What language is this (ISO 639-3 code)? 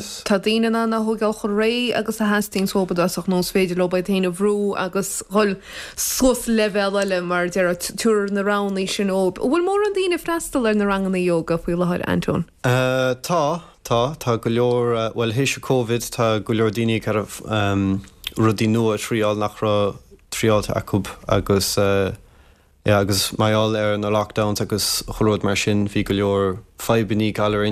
gle